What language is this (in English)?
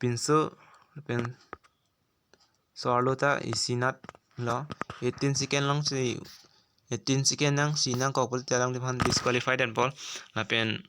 Karbi